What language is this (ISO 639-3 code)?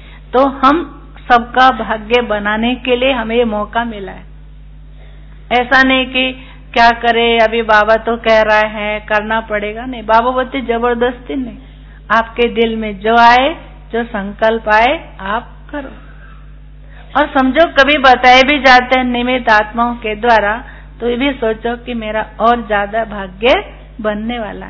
hin